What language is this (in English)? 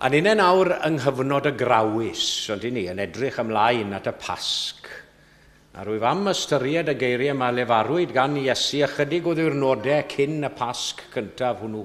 Welsh